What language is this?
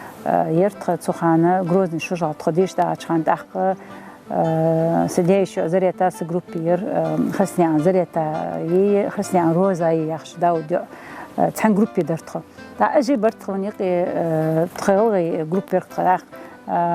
Ingush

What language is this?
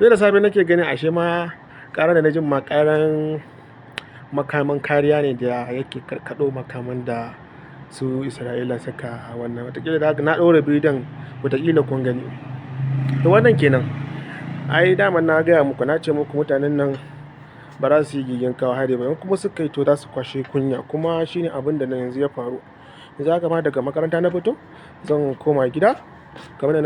Hausa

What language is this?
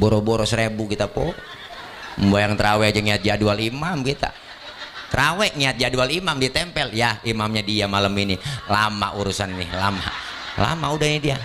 Betawi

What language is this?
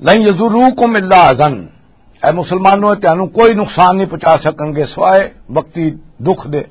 Western Panjabi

